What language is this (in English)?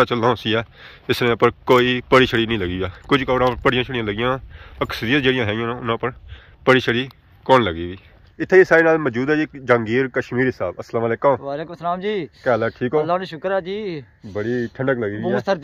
Pahari-Potwari